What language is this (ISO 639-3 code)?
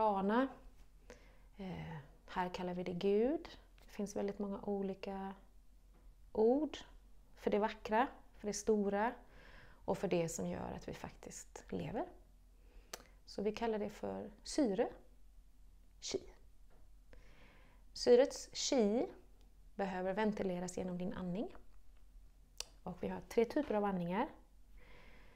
swe